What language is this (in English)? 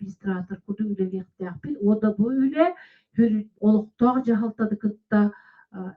Yakut